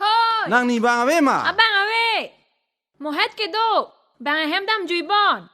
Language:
Karbi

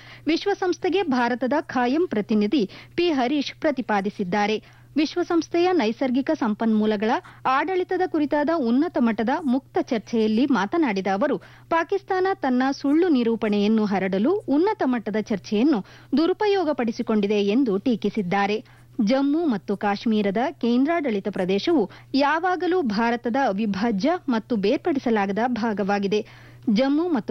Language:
Kannada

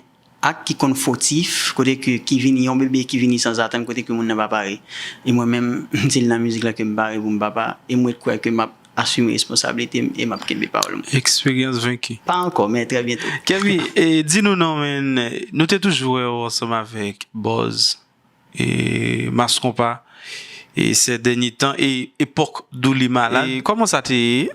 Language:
Haitian Creole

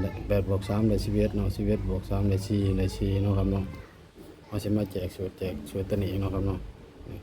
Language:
Northeastern Thai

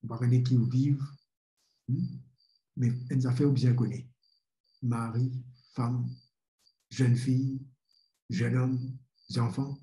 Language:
Morisyen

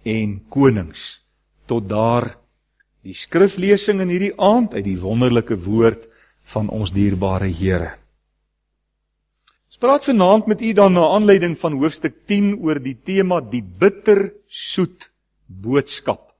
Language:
Afrikaans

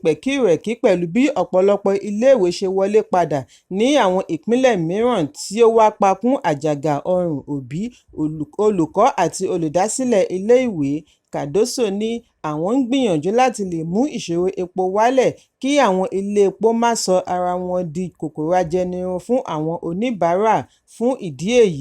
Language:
Yoruba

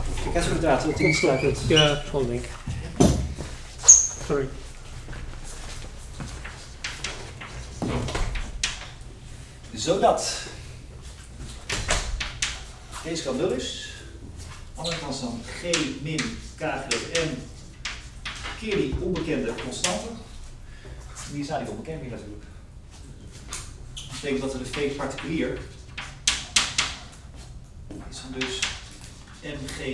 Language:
Dutch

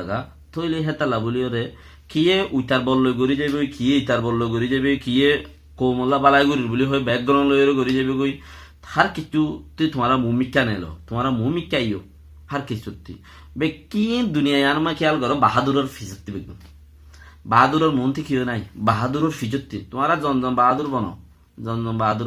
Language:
Rohingya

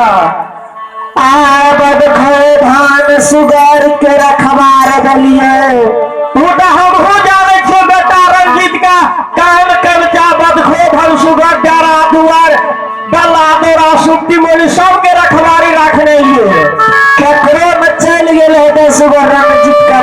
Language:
Maithili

